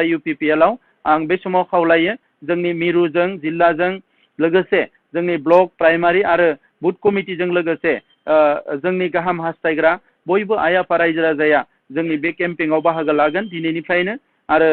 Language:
Bodo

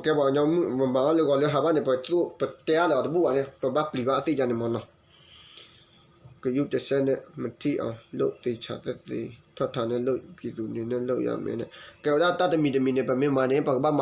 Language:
S'gaw Karen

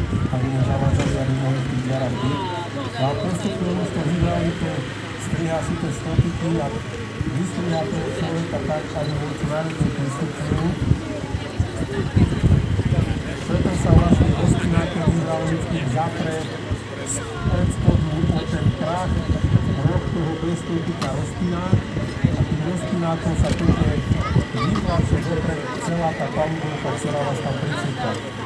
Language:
Slovak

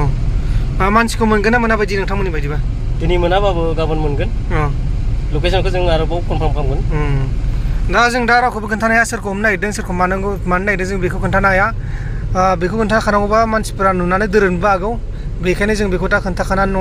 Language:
Bodo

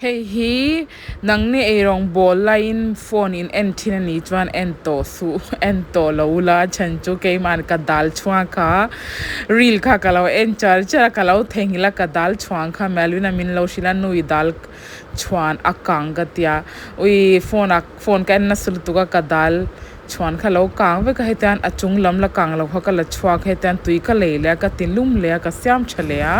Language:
Mizo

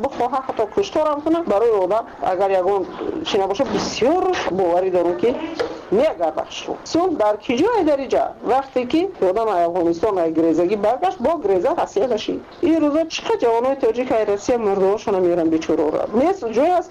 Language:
Tajik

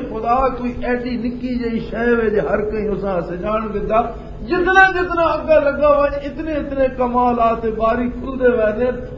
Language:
Western Panjabi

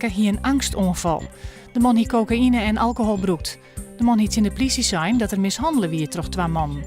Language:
Western Frisian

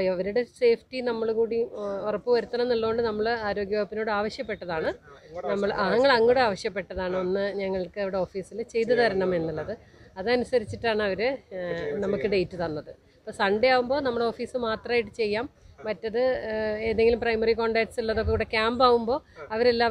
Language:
Malayalam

